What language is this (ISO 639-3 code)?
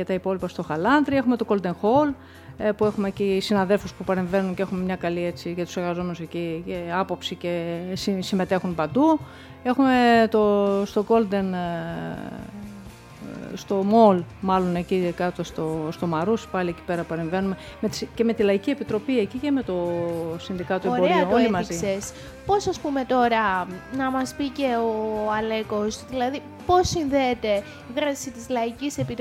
ell